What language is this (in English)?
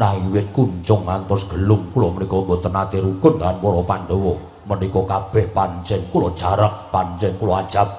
Javanese